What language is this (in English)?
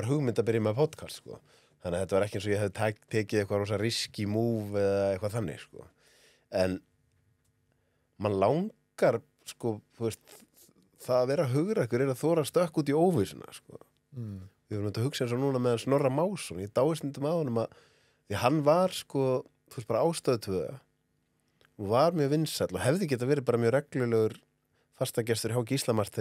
Icelandic